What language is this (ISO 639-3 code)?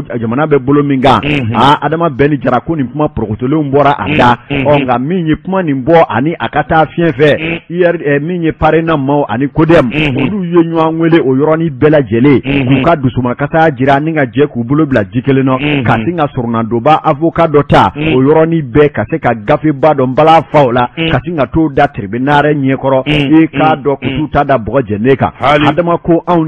bam